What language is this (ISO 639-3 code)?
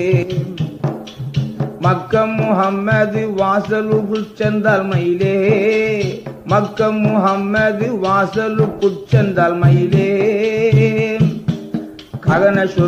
tam